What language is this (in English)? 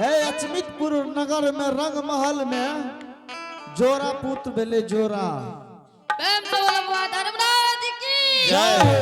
Angika